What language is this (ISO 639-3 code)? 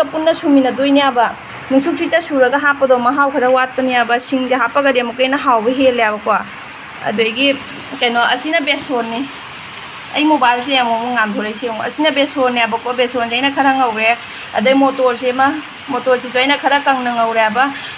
mni